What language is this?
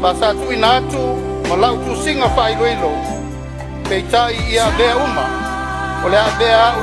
Samoan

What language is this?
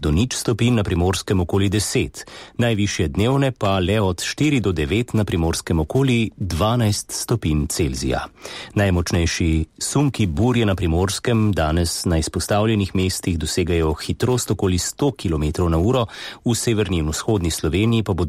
Slovenian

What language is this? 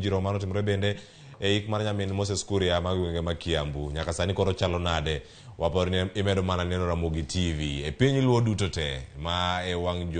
Luo (Kenya and Tanzania)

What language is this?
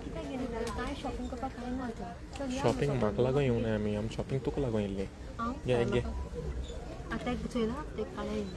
Konkani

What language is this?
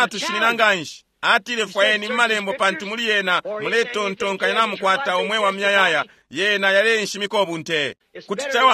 Bemba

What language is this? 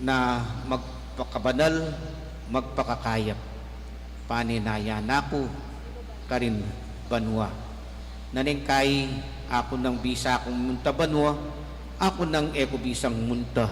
Pampanga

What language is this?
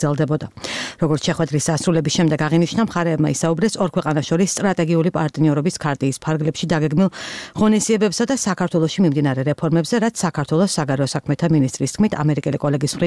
Georgian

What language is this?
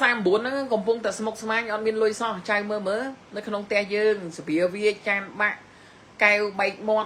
Khmer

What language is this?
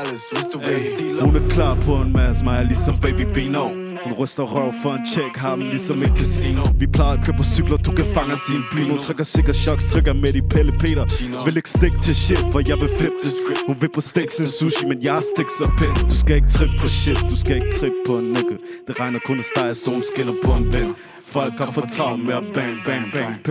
Danish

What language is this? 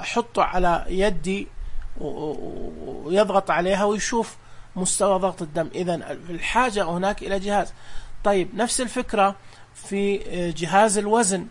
Najdi Arabic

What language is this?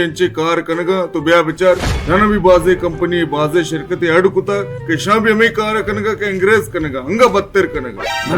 Baluchi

